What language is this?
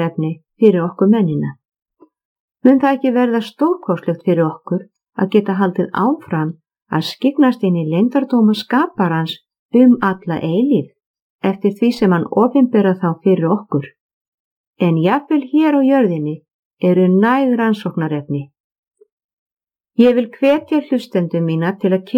Icelandic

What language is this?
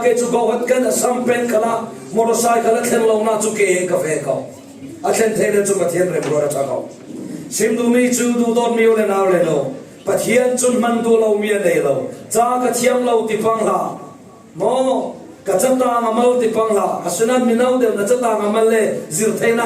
Falam Chin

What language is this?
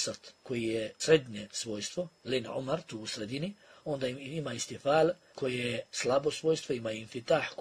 Bosnian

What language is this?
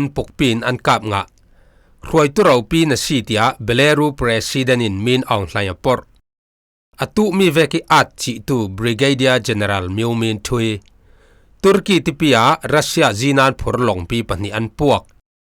Falam Chin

